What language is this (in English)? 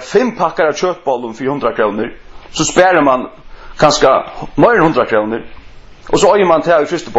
Faroese